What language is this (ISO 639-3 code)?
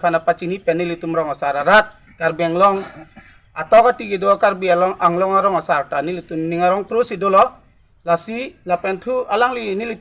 mjw